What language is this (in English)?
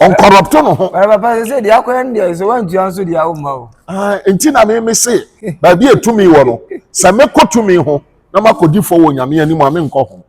Akan